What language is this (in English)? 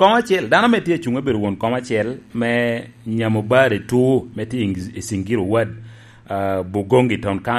Lango (Uganda)